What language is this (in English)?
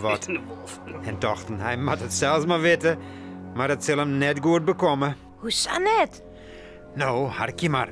Western Frisian